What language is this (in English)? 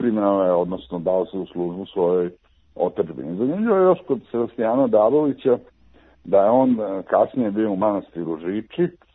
Serbian